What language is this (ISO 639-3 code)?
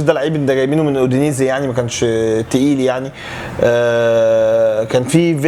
arz